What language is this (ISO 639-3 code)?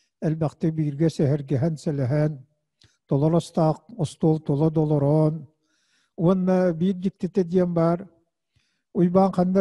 sah